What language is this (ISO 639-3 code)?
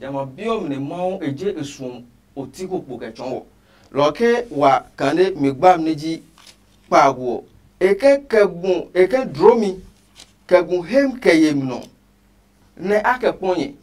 ada